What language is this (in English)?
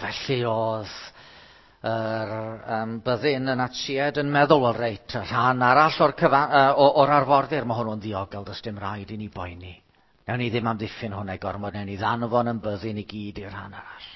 Welsh